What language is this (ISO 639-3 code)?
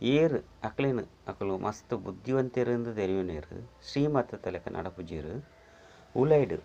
tcy